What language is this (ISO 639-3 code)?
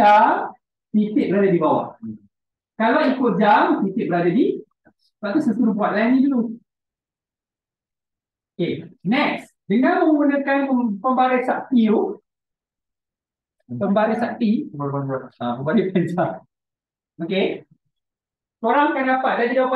msa